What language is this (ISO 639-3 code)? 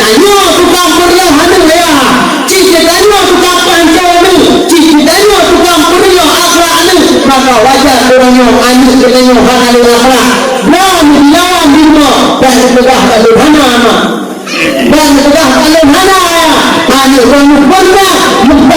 ace